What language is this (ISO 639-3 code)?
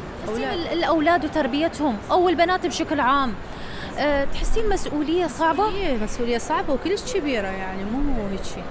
acm